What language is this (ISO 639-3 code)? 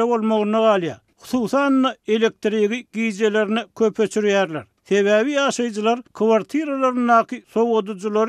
tuk